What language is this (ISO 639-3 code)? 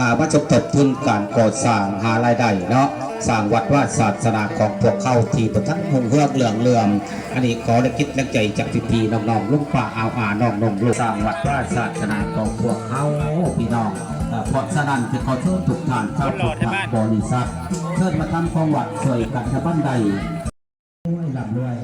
lao